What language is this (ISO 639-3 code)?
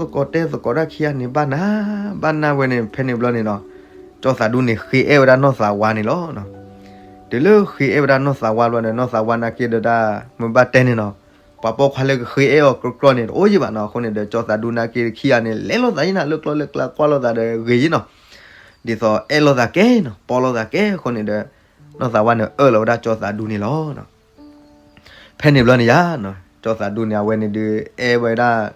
ksw